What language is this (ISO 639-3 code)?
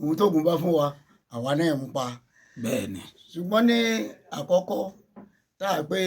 yor